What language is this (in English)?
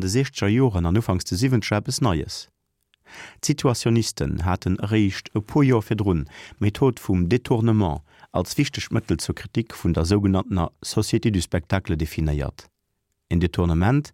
Luxembourgish